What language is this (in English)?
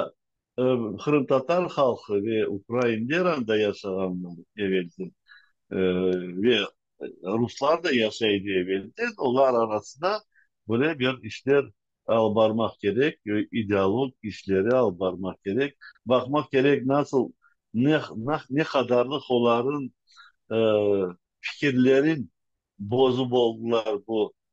Crimean Tatar